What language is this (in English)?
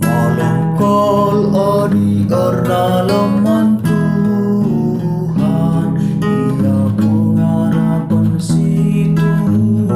Batak Karo